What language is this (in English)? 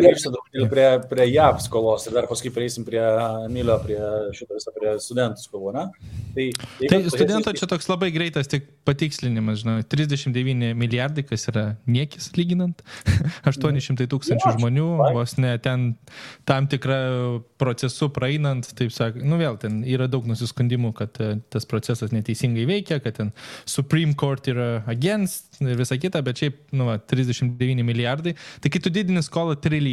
Lithuanian